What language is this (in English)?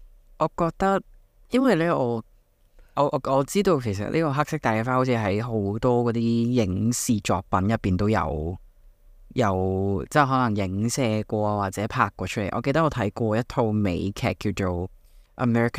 Cantonese